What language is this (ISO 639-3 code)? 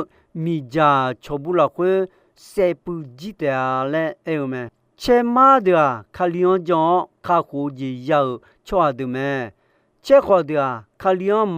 ahk